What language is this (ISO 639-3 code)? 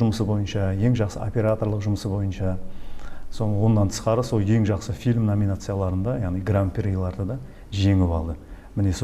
kaa